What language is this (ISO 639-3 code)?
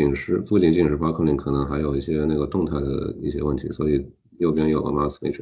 zho